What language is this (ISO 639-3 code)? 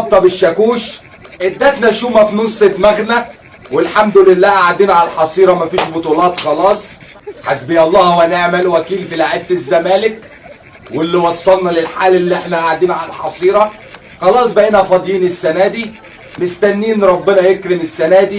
arz